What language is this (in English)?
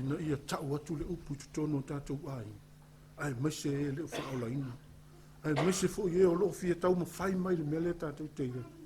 Samoan